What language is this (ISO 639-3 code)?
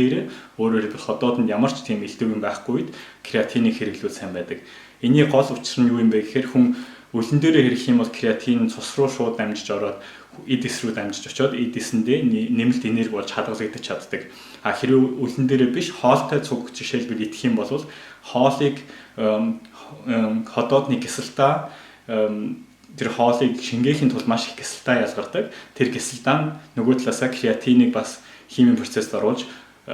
mon